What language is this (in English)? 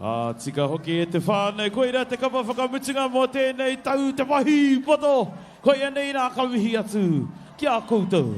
Māori